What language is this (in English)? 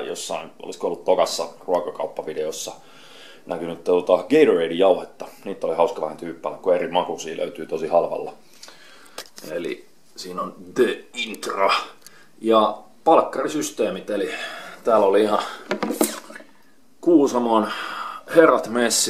Finnish